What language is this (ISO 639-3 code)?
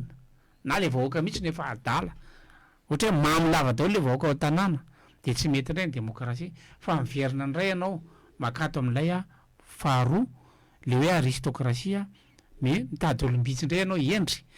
mlg